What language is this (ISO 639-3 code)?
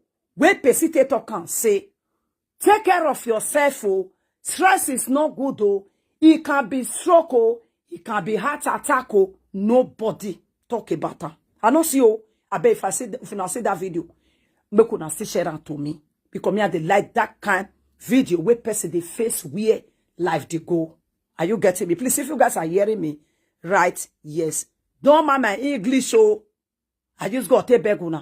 pcm